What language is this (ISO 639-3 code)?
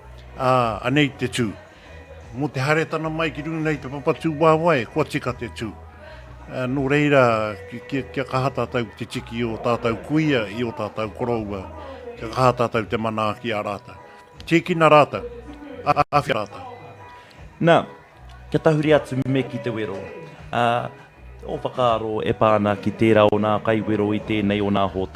mri